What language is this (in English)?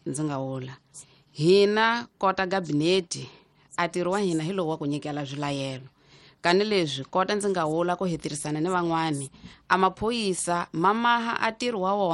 Tsonga